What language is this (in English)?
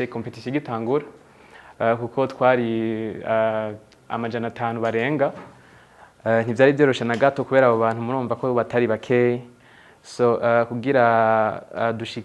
Rundi